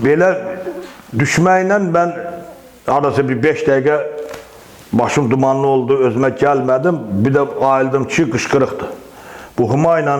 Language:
Azerbaijani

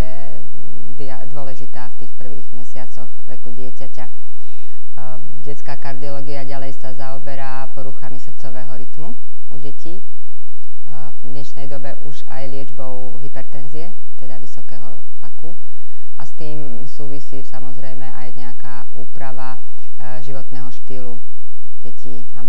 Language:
Slovak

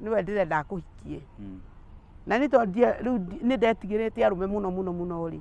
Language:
Kikuyu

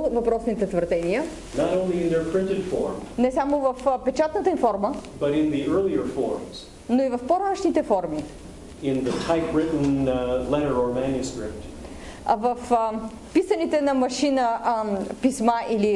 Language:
Bulgarian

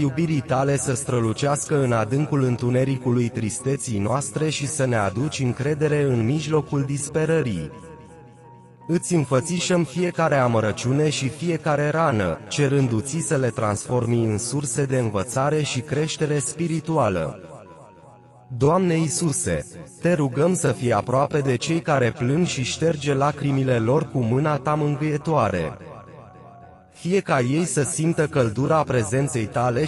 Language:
Romanian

